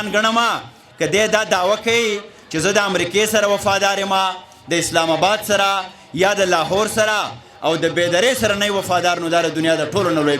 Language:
Pashto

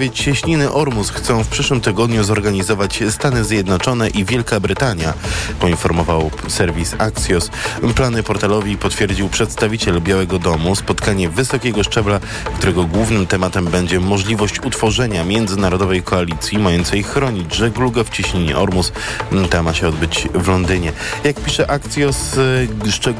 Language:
Polish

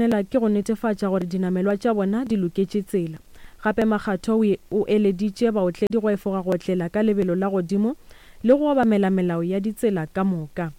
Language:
Northern Sotho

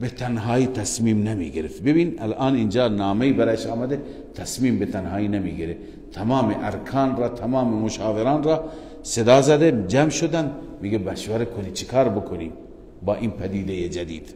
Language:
Persian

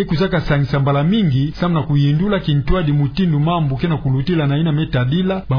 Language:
Kituba (Democratic Republic of Congo)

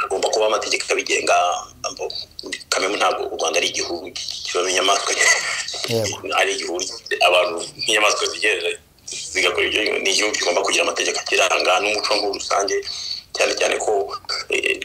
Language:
Kinyarwanda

